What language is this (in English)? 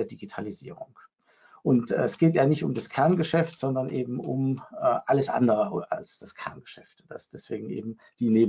German